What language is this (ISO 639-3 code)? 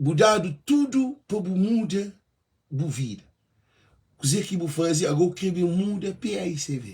kea